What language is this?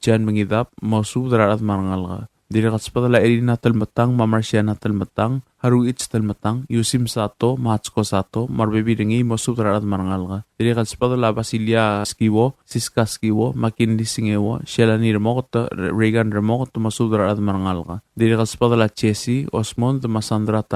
Palauan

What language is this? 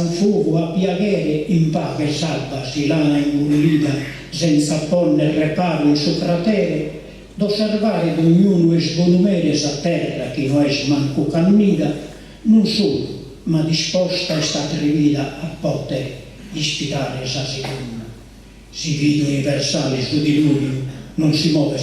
Sardinian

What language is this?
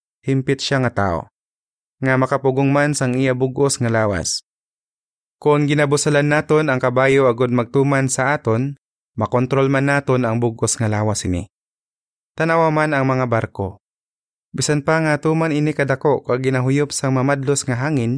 Hiligaynon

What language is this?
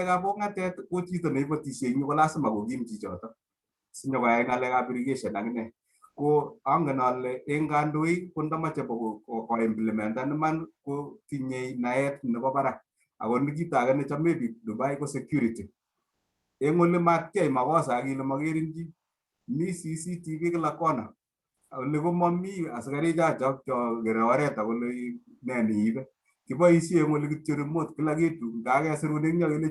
Kalenjin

